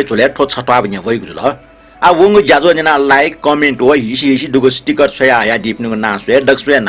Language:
Newari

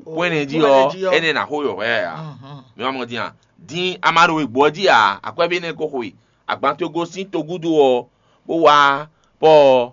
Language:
Fon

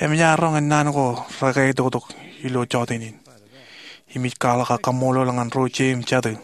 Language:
Marshallese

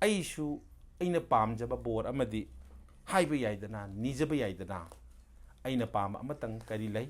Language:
Manipuri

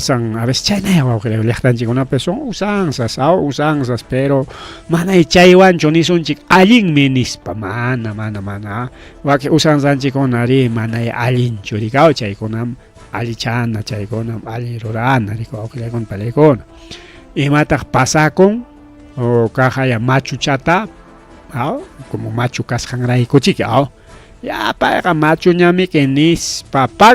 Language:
Ayacucho Quechua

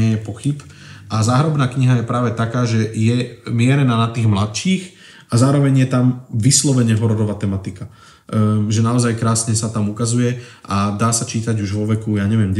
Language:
Slovak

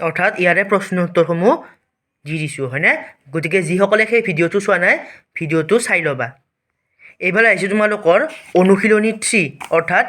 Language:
Assamese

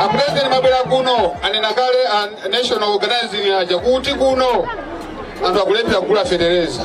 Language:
Nyanja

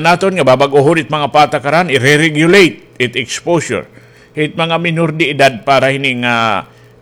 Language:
Waray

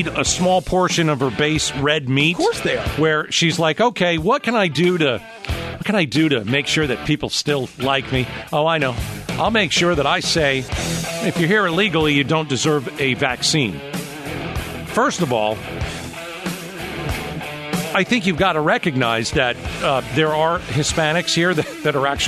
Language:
English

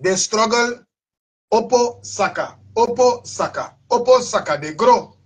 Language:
Sranan Tongo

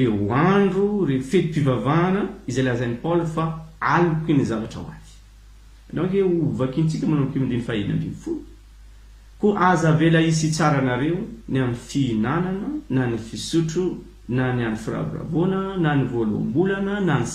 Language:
Malagasy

